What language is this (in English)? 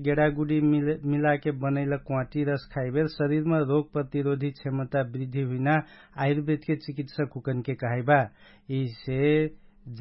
Dangaura Tharu